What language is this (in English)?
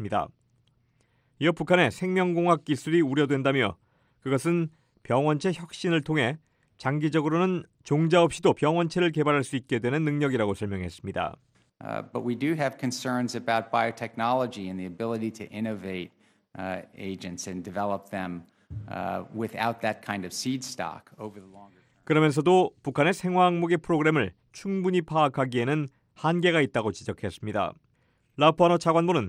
Korean